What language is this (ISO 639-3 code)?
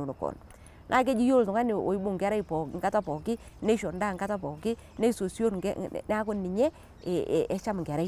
mas